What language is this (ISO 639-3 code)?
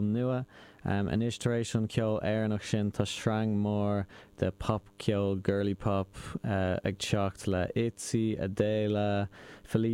gle